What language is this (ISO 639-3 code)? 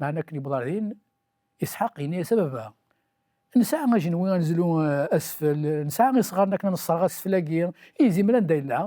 kab